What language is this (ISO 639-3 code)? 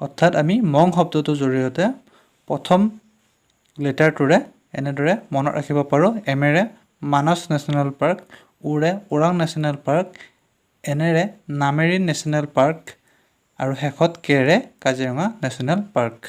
asm